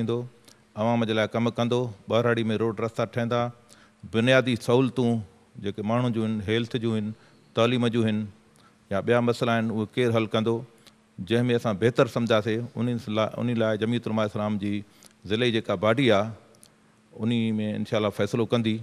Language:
Sindhi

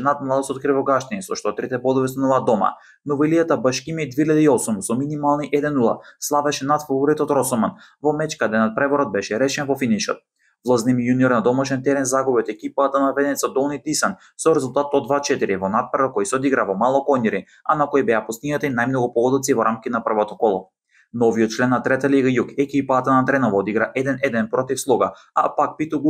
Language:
Macedonian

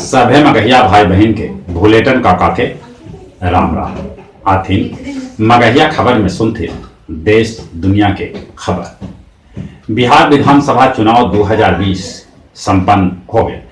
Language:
Magahi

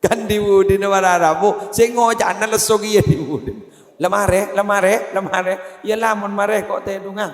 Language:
Madurese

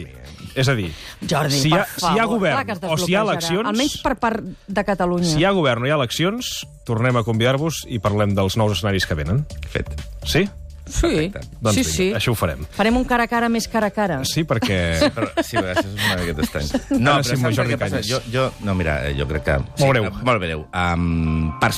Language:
Catalan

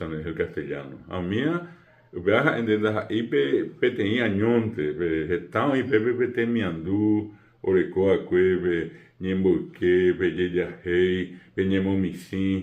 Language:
Guarani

